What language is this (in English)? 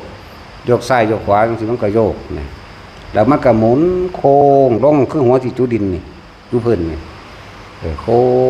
Northeastern Thai